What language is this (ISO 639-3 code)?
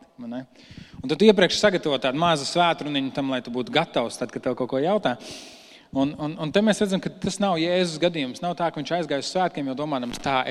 lav